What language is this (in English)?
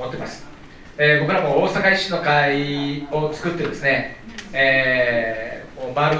Japanese